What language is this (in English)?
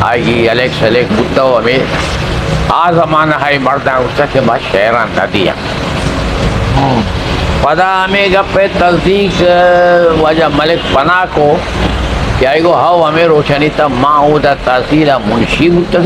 Eastern Balochi